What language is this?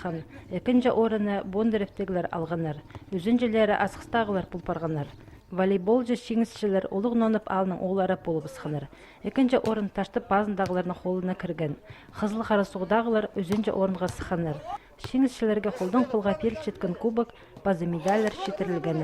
Khakas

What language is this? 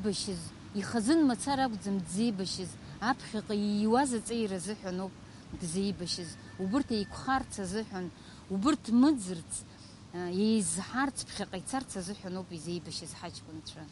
Abkhazian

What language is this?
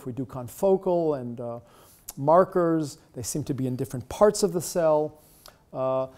English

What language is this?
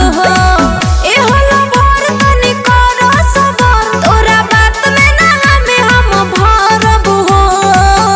Bhojpuri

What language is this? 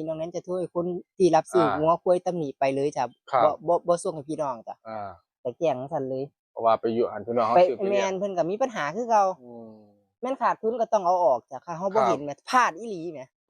Northeastern Thai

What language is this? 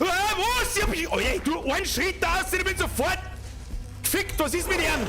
Bavarian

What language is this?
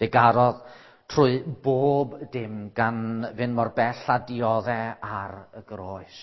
Welsh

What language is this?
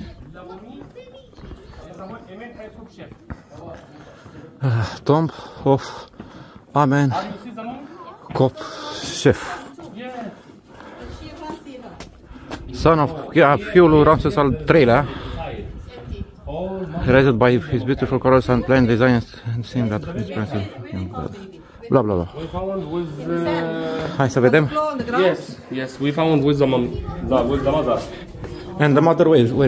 Romanian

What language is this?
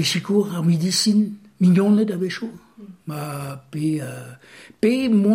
Breton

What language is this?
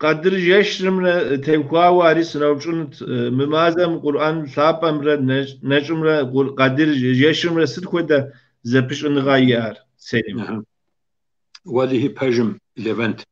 Kabardian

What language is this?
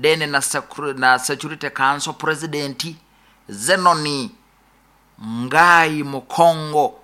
Nyoro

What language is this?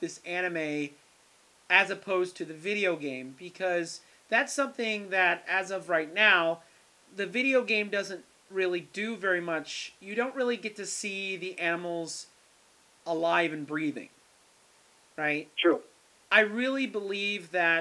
English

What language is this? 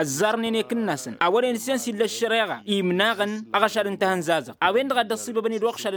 Tamasheq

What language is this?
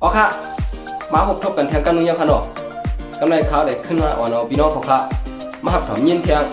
Shan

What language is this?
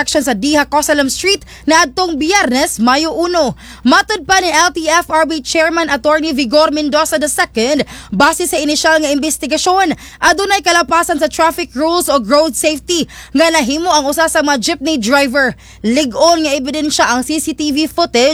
Cebuano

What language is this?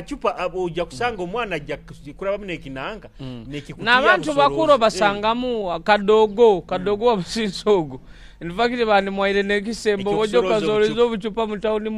Nyoro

